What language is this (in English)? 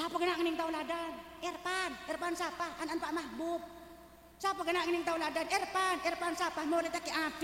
Madurese